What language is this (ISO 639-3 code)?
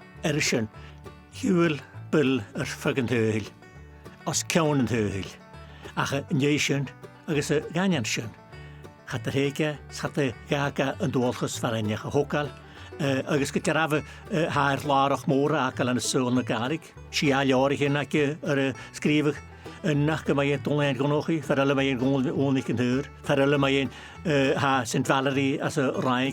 gla